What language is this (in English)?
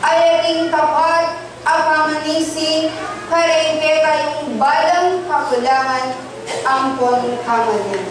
Pampanga